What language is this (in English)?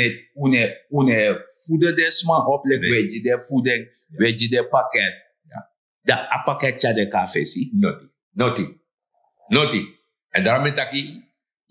Sranan Tongo